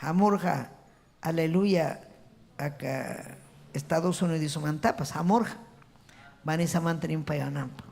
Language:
Ayacucho Quechua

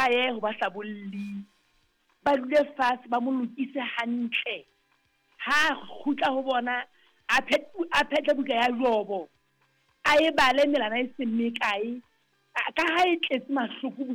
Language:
Southern Sotho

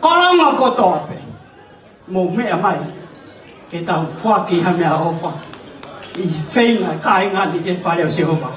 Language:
Tongan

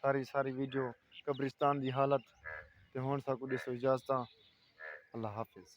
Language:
Saraiki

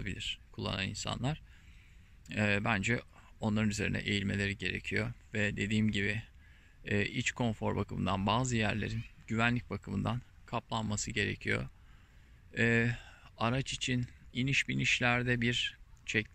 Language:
Turkish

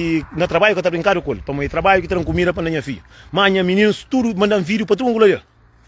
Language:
Kabuverdianu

